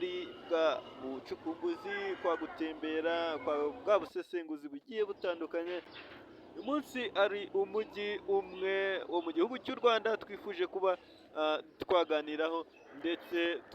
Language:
Kinyarwanda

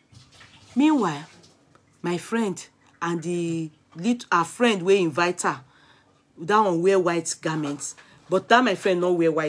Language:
Nigerian Pidgin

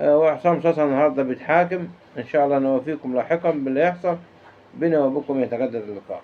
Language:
Egyptian Arabic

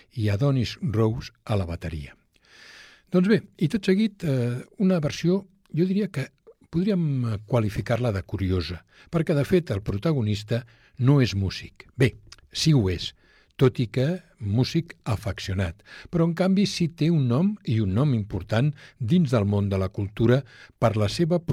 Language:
Catalan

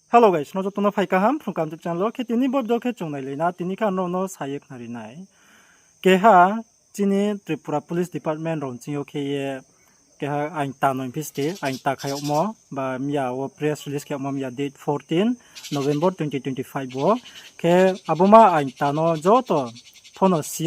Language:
Riang (India)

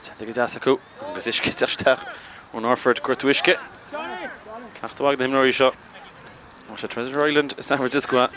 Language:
Irish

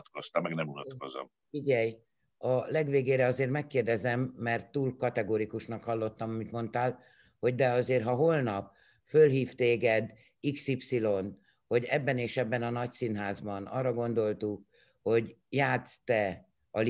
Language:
Hungarian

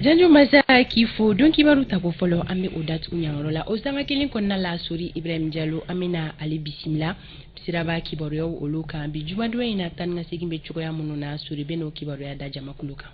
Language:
Bambara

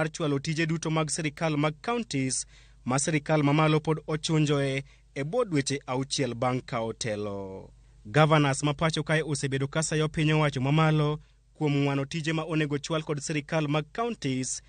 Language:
Luo (Kenya and Tanzania)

